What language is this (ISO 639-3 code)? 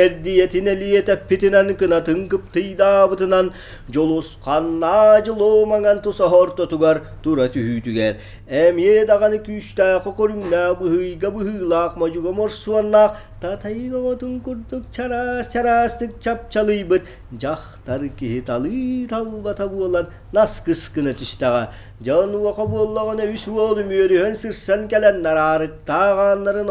sah